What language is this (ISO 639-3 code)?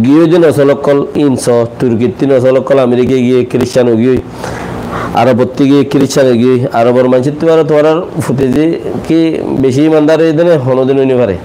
rhg